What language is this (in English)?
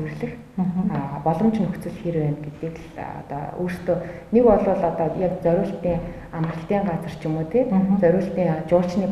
Mongolian